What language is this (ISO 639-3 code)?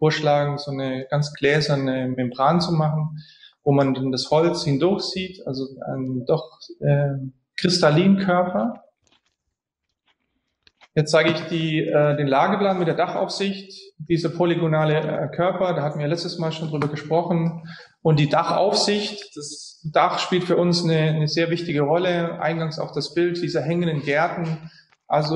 deu